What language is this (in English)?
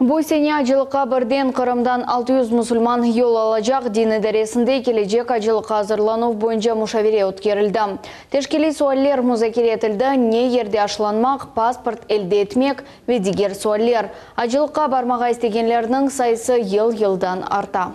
Crimean Tatar